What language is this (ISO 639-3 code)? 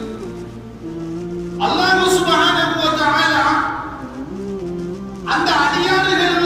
tam